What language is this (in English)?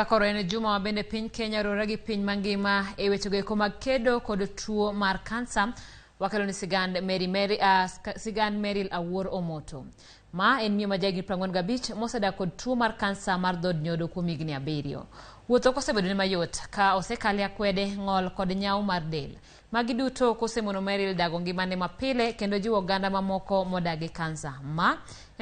Luo (Kenya and Tanzania)